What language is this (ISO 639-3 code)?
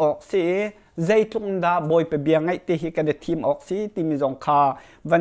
cnh